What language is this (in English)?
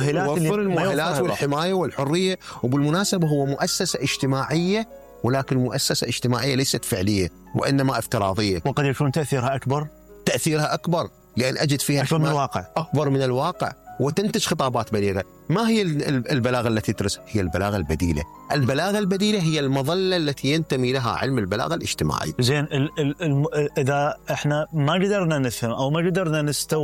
Mesopotamian Arabic